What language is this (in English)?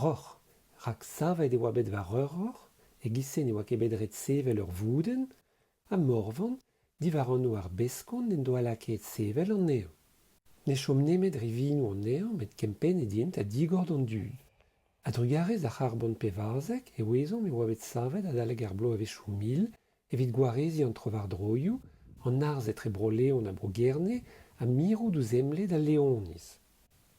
Breton